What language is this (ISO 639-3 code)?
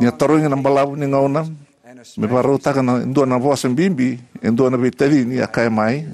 fij